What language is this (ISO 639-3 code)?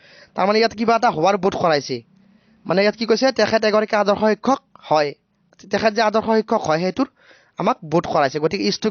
asm